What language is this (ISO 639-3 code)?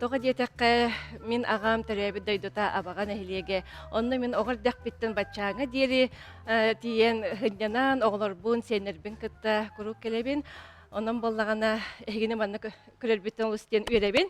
sah